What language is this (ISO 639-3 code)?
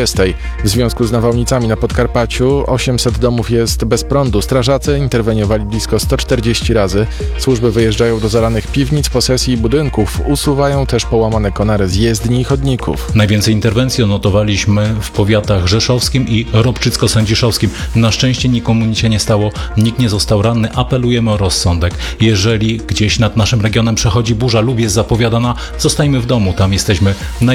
pol